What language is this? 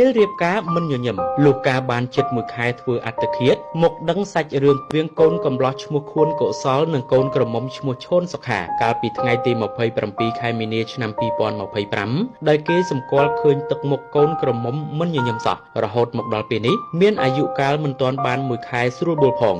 Khmer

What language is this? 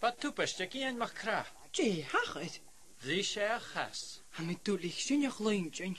Scottish Gaelic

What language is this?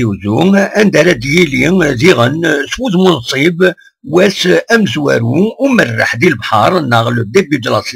Kabyle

